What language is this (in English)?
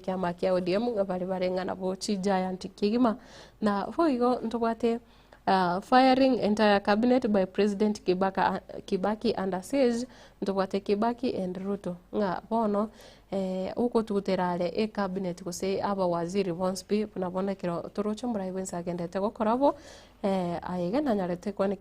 Gusii